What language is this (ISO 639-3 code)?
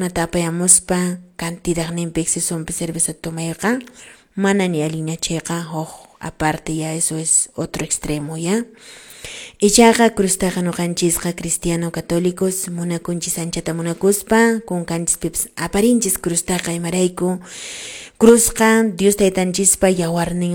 que